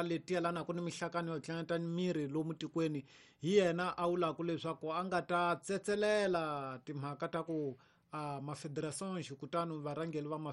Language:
Tsonga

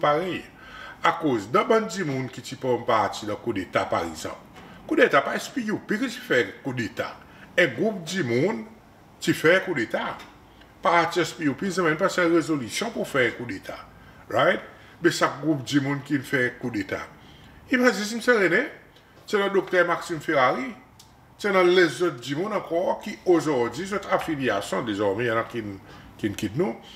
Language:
Seselwa Creole French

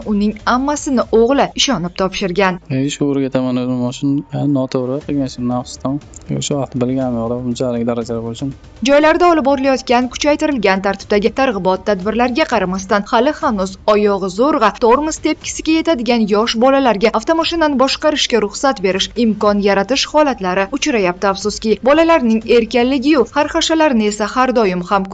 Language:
Uzbek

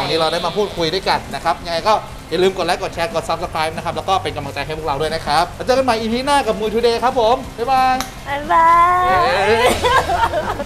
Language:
Thai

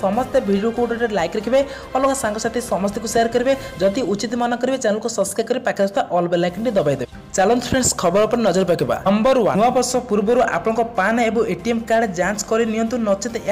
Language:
Odia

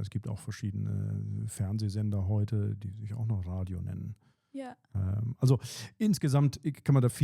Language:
Swiss German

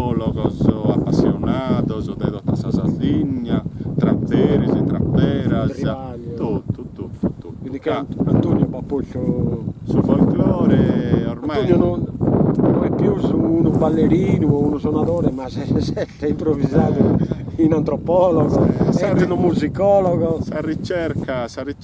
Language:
Sardinian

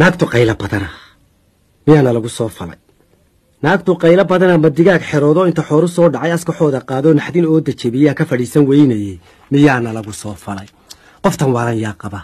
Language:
Somali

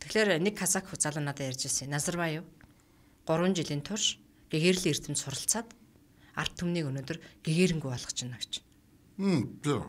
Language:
Mongolian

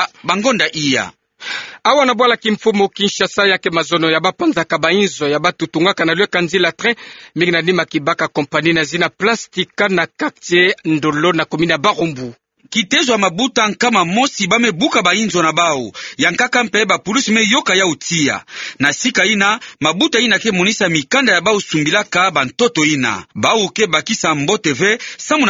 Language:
Kituba (Democratic Republic of Congo)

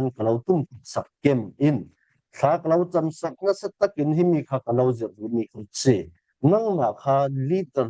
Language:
Falam Chin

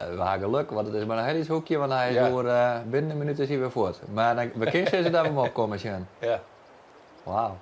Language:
Western Frisian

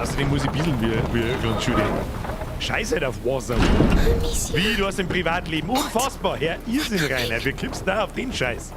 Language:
Bavarian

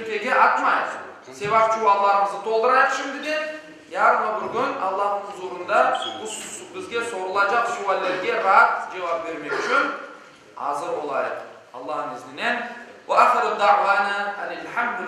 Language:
Crimean Tatar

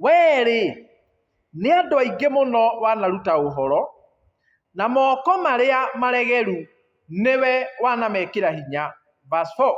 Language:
Kikuyu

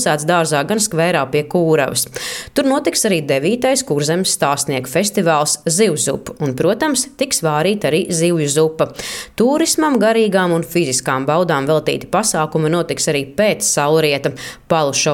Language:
Latvian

